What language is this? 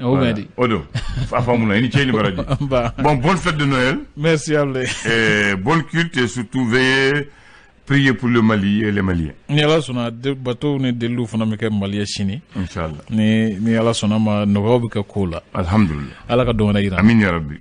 Bambara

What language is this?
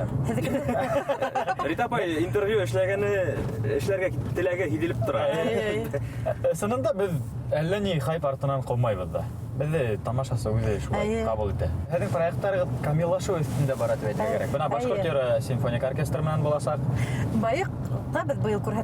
Bashkir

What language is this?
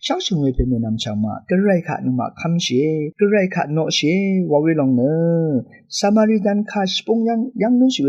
Rawang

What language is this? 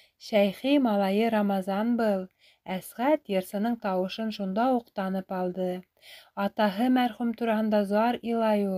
Bashkir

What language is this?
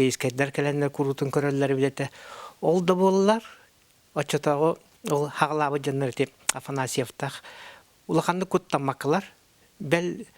Yakut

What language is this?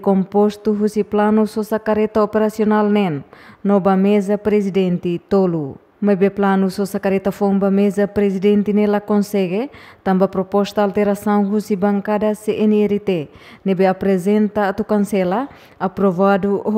Tetum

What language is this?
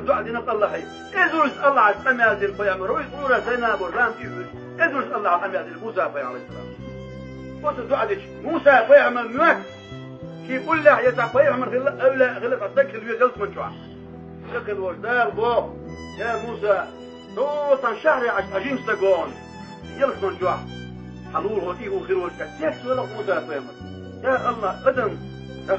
Chechen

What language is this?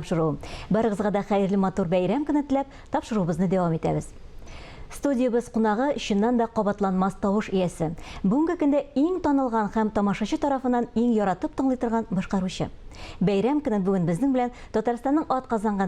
Tatar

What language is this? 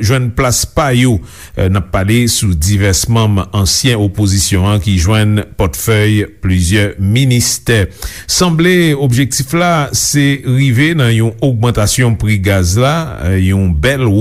Haitian Creole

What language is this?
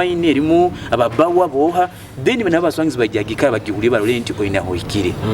Nyoro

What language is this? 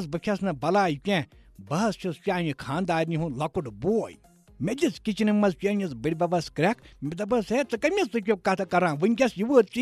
Kashmiri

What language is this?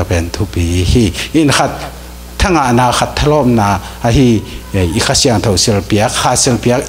Tedim Chin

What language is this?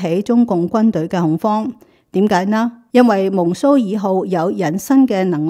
Cantonese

